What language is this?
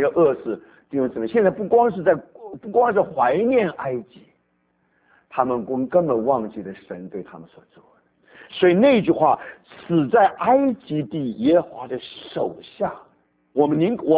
Chinese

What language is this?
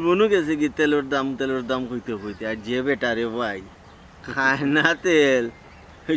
Sylheti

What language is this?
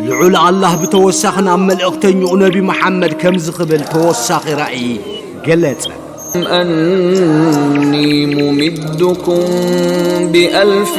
Tigrinya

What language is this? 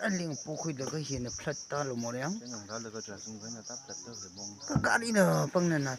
Tangkhul Naga (India)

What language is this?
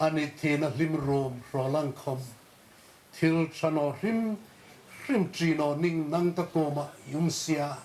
Hmar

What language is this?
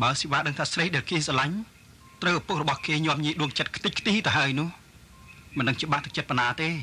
Khmer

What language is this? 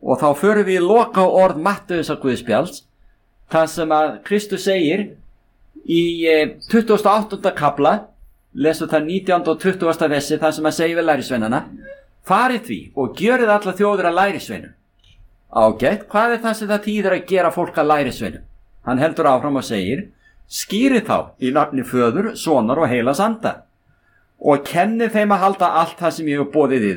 Icelandic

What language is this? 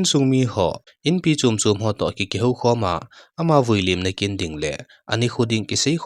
Thado Chin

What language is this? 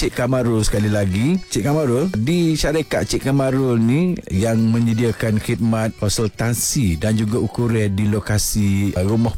Malay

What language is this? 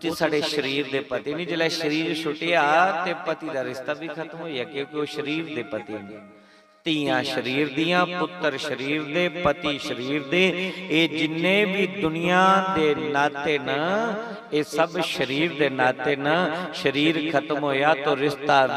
Dogri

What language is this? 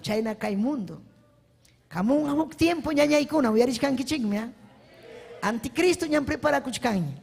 Ayacucho Quechua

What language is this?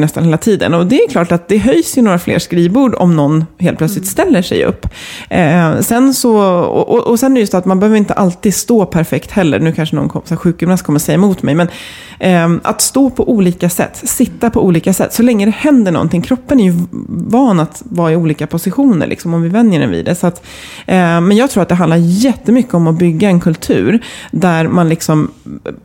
Swedish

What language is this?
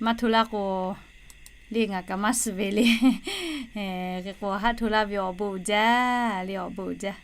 Lahu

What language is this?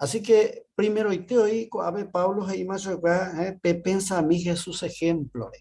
Guarani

